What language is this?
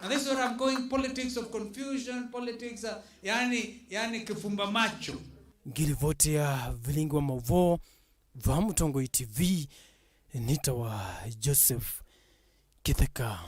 Kamba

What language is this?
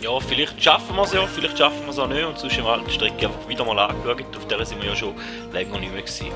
Swiss German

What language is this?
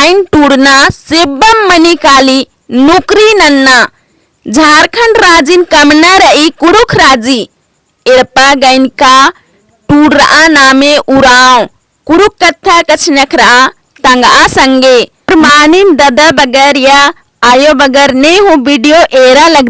Kurukh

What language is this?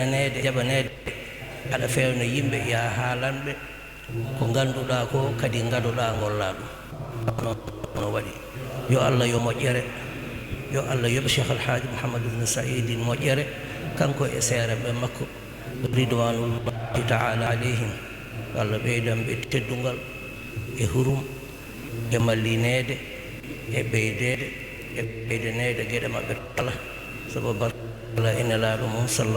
Fula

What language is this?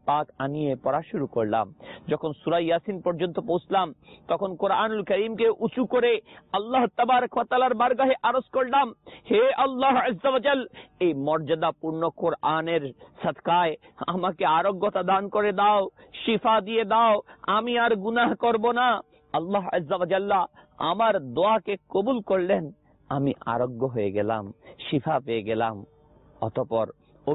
Bangla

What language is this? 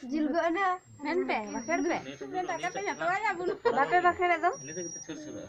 Santali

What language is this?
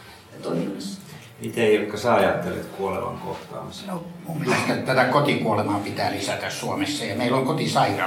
Finnish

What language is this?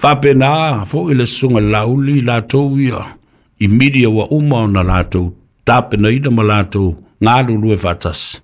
Samoan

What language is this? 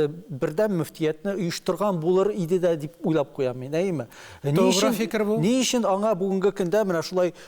Tatar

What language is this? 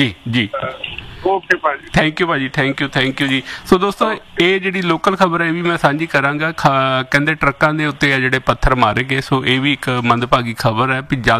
Punjabi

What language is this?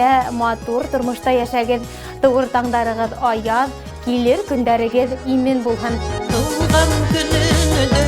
Bashkir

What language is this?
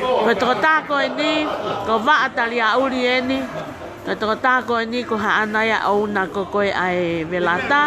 Tongan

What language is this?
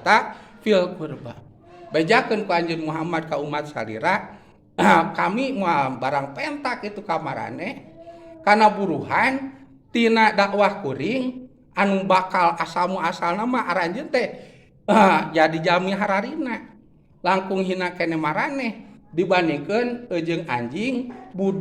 Sundanese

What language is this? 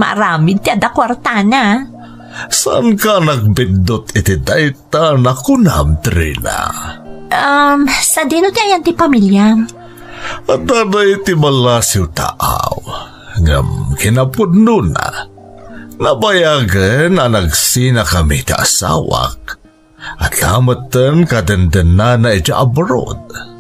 Iloko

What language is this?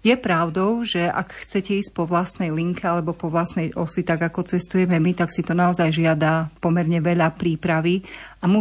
Slovak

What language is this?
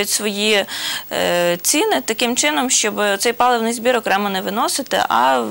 Ukrainian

